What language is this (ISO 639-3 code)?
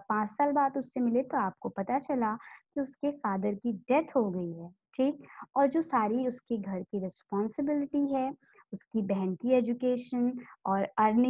hin